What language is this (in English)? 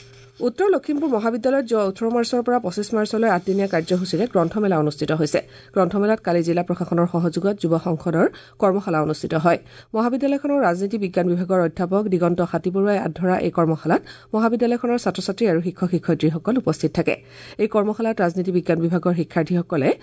Assamese